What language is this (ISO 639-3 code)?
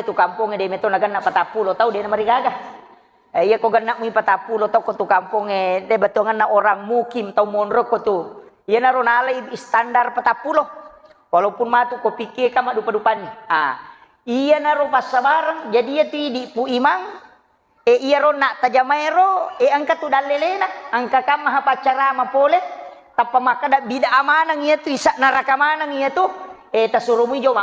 bug